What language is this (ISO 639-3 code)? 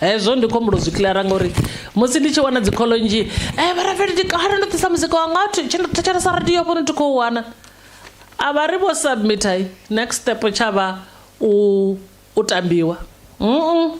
ven